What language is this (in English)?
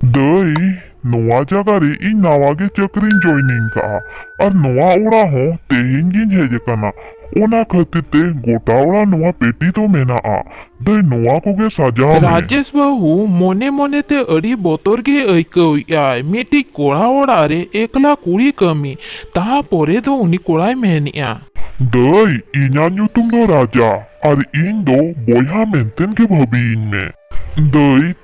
Santali